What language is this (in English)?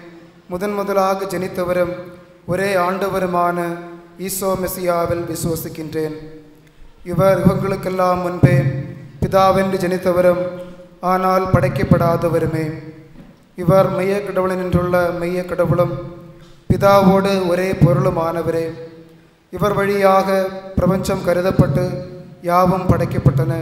Tamil